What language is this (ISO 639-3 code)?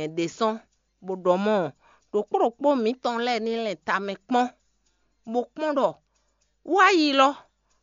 fon